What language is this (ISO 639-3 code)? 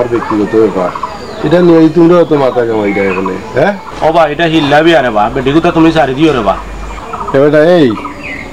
syl